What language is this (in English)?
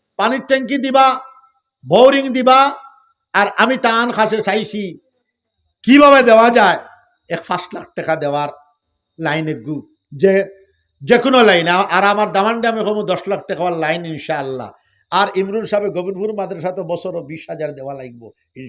Sylheti